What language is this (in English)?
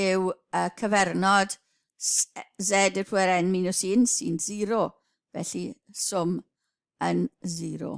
Welsh